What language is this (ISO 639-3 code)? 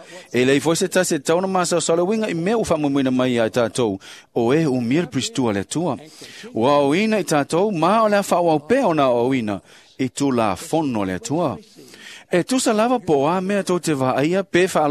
smo